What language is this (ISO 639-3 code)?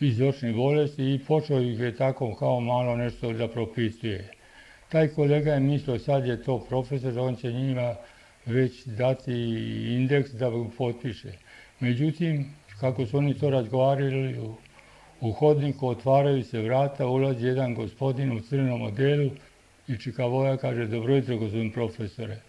srp